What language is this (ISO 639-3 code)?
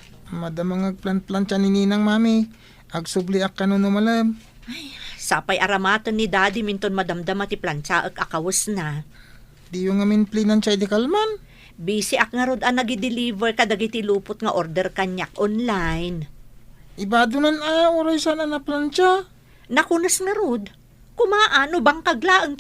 ilo